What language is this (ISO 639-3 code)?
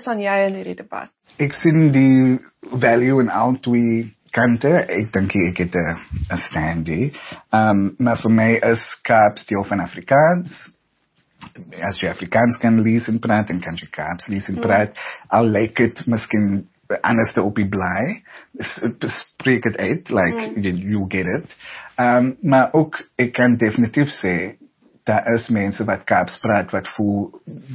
afr